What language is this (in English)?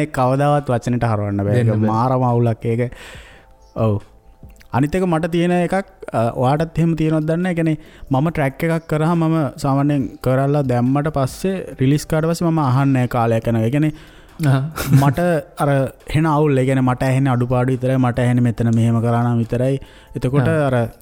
Sinhala